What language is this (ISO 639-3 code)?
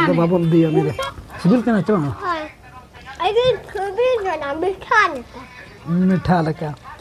sat